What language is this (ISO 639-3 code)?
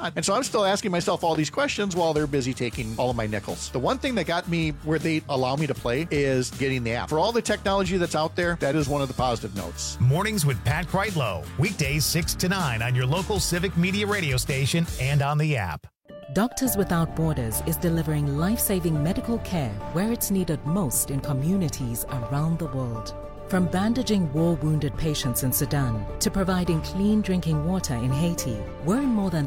eng